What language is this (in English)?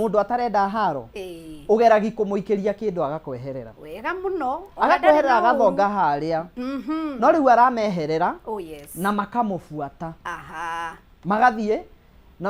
Kikuyu